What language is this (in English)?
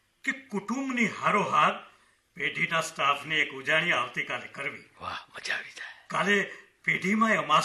Gujarati